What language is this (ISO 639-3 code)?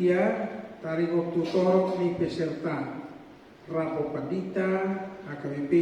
bbc